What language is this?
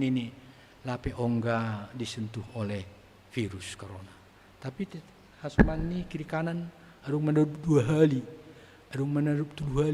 Batak Simalungun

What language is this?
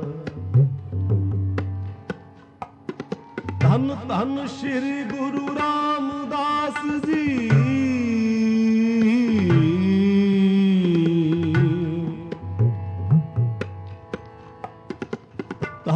Punjabi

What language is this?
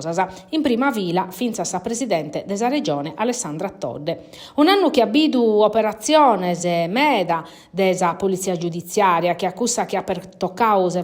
Sardinian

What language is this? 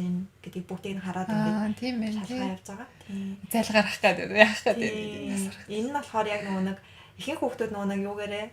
Mongolian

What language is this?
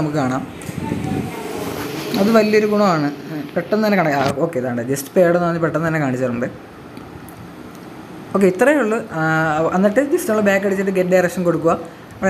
Malayalam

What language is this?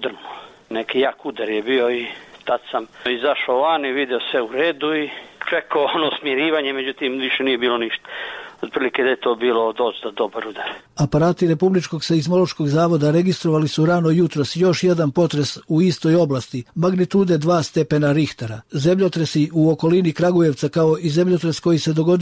Serbian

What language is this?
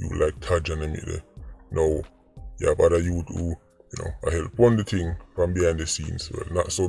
Jamaican Creole English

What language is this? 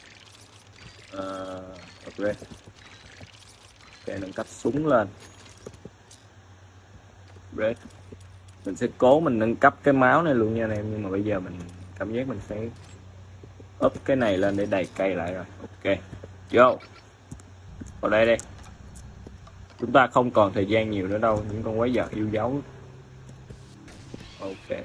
Vietnamese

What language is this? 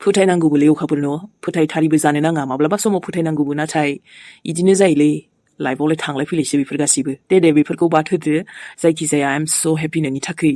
Bodo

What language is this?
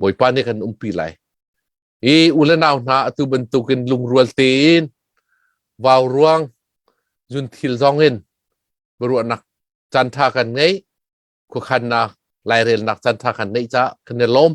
Hakha Chin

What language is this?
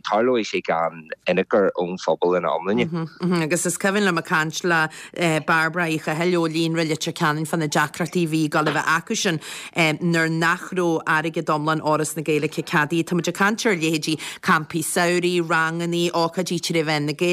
Irish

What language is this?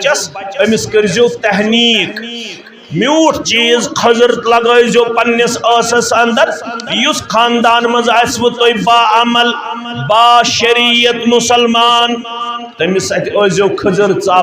Kashmiri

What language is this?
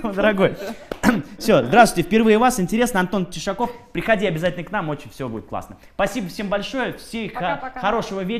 Russian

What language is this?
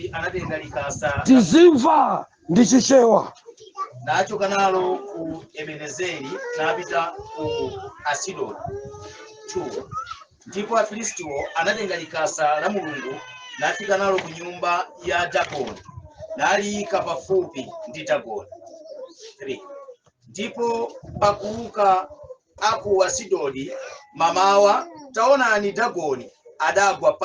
Nyanja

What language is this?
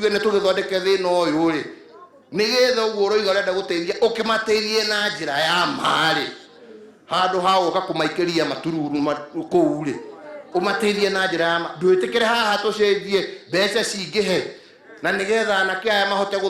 Kikuyu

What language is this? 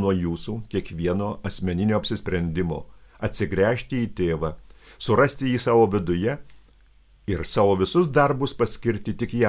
Lithuanian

